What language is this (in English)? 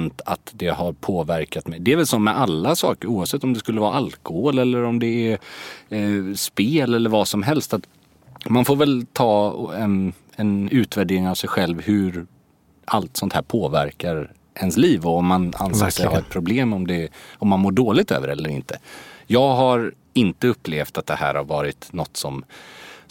Swedish